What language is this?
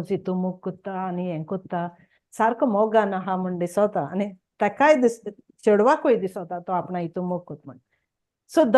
Konkani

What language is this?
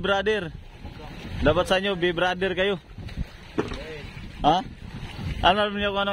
Filipino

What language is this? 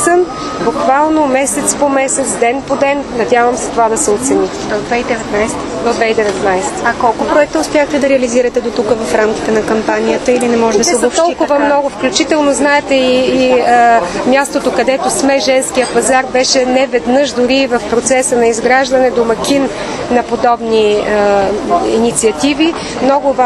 Bulgarian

